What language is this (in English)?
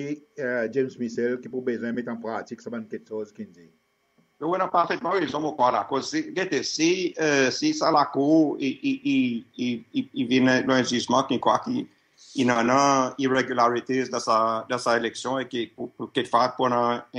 Seselwa Creole French